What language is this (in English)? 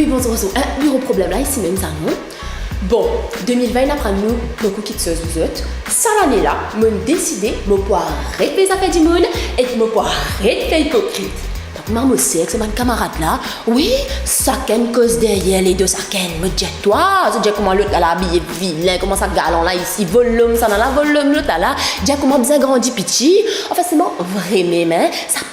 Morisyen